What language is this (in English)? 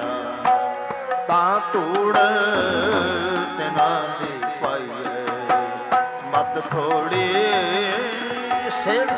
Punjabi